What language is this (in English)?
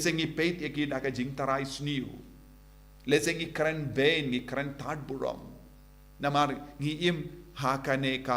Khasi